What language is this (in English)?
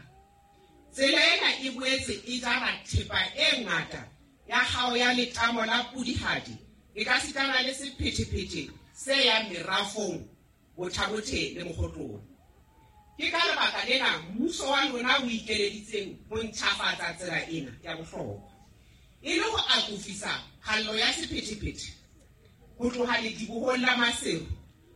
Southern Sotho